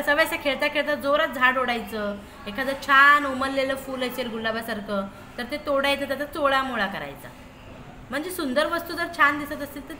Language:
Marathi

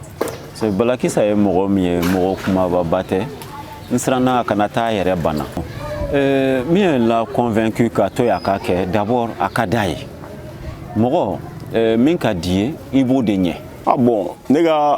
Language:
Bambara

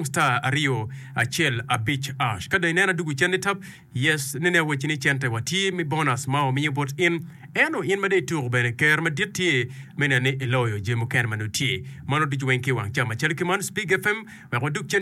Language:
Acoli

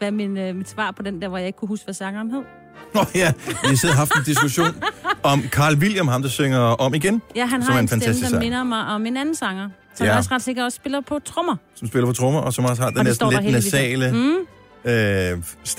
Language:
Danish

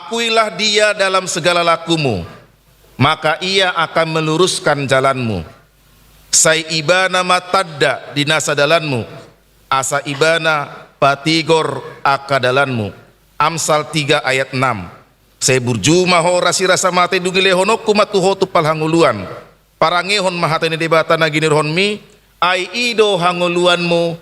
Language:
Batak Toba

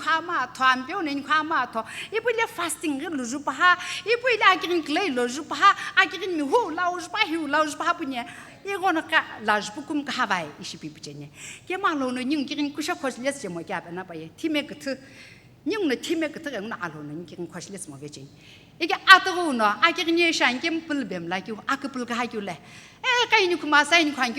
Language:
Sumi Naga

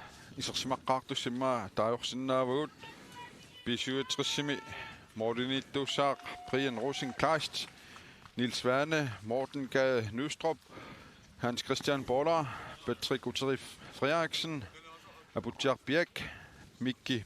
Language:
Kalaallisut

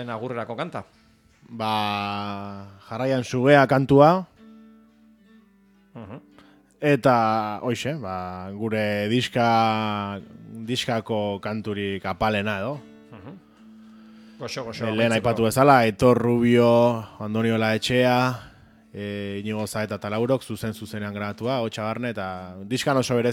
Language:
Basque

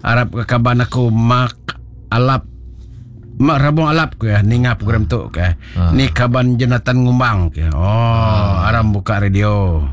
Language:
Iban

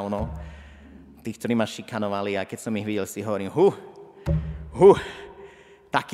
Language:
Slovak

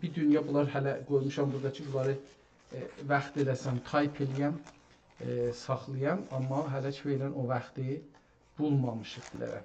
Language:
South Azerbaijani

